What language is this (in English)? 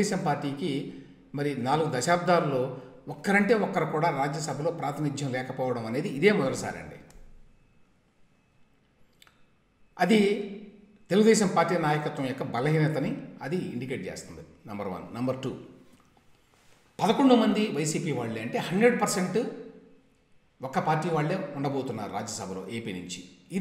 Telugu